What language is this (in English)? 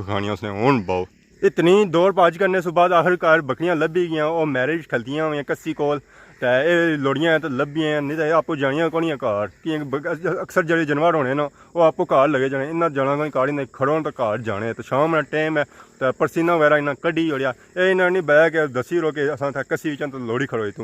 Pahari-Potwari